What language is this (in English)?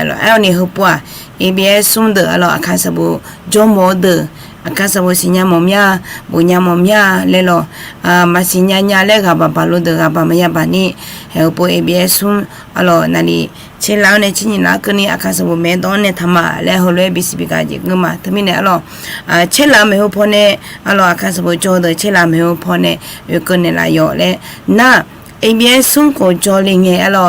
Akha